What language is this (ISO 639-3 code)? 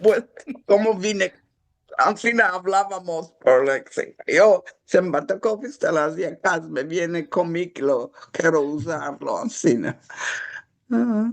lad